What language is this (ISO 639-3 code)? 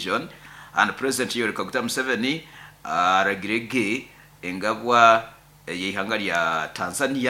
nyo